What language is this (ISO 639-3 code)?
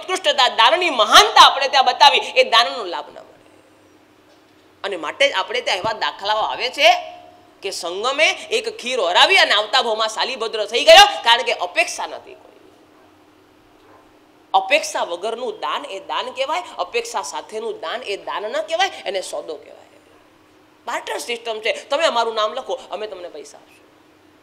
guj